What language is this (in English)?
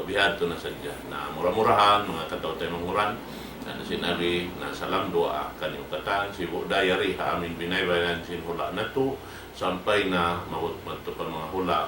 Tausug